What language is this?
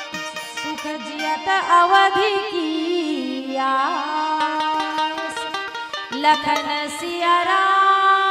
Chhattisgarhi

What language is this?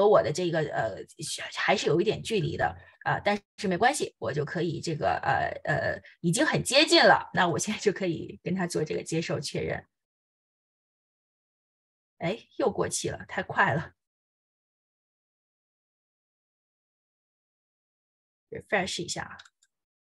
Chinese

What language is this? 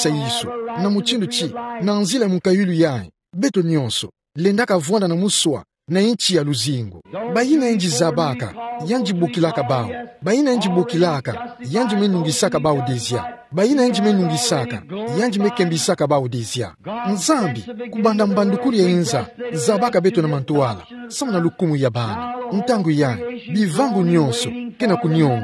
Kituba (Democratic Republic of Congo)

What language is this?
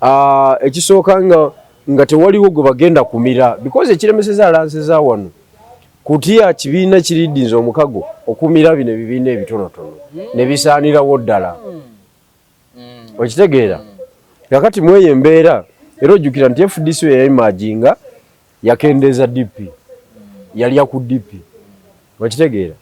Ganda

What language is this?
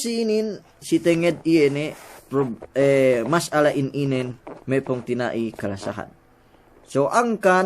Yakan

